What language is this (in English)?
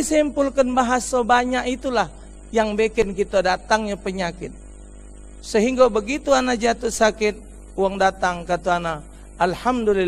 Musi